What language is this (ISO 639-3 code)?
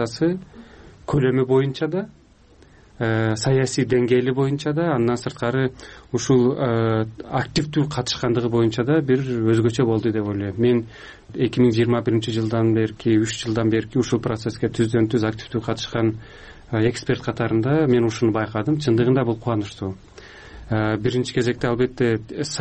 kir